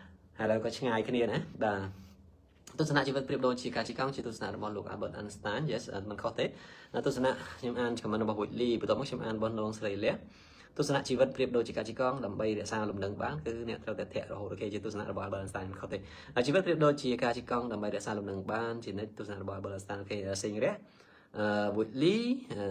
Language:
Khmer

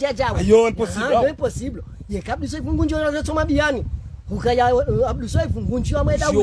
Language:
Ngazidja Comorian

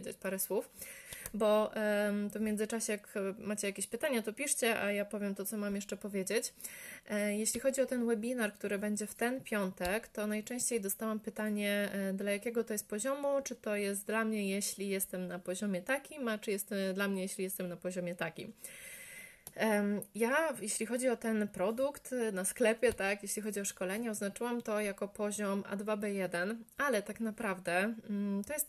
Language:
Polish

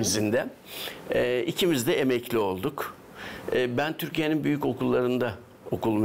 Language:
Gagauz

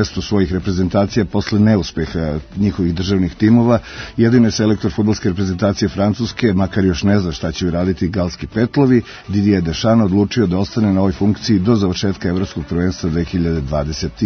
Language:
Serbian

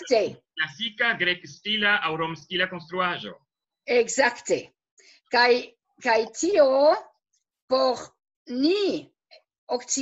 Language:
Esperanto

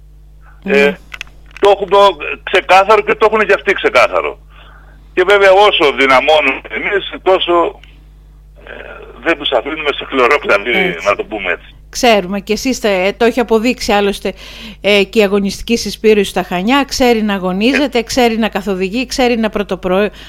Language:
Greek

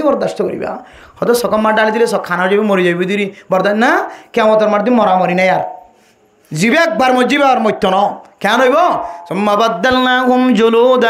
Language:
Rohingya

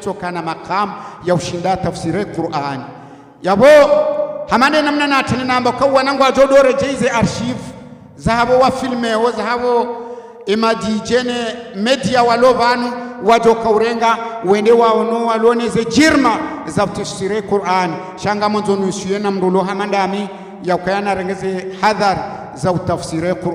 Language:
Ngazidja Comorian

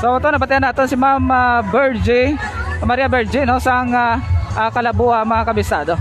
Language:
Hiligaynon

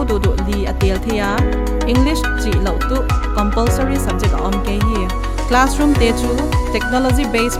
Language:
Paite Chin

